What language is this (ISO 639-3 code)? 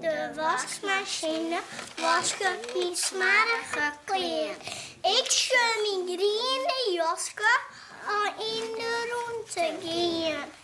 fry